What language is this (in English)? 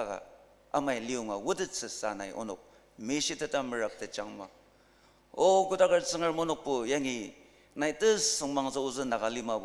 Ao Naga